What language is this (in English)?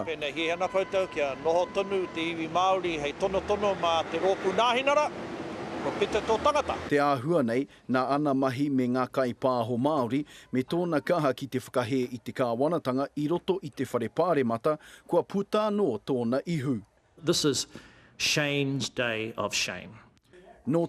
Māori